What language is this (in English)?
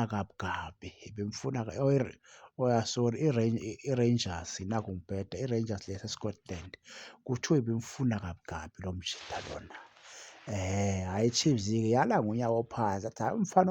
Zulu